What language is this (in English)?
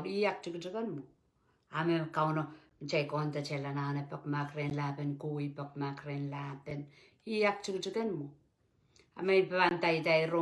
Pohnpeian